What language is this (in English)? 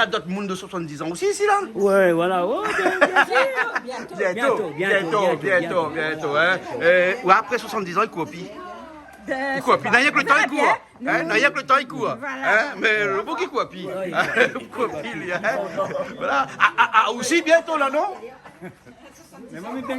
Réunion Creole French